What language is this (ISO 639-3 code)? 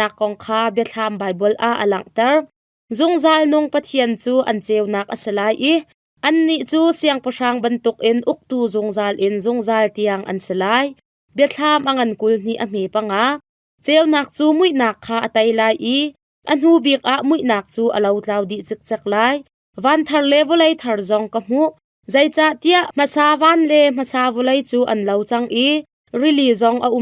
cnh